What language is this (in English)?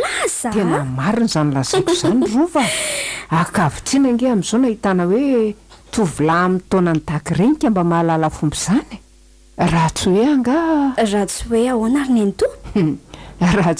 Malagasy